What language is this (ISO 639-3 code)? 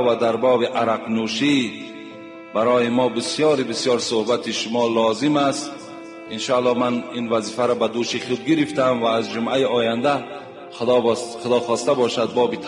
tgk